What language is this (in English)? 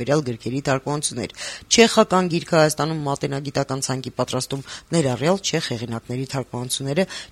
Armenian